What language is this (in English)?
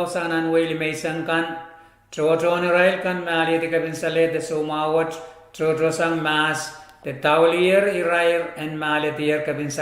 Pohnpeian